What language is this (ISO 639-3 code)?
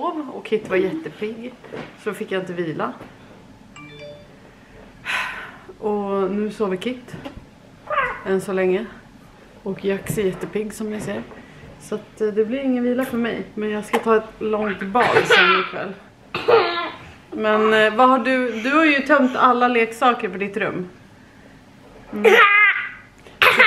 swe